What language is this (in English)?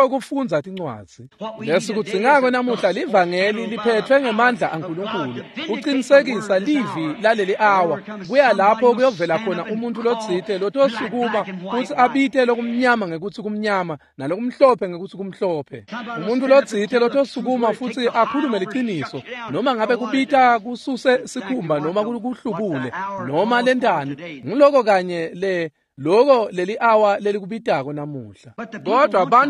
Swati